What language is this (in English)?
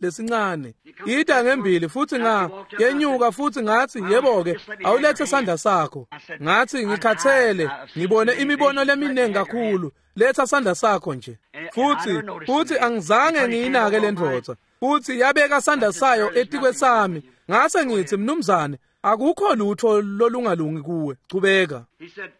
Swati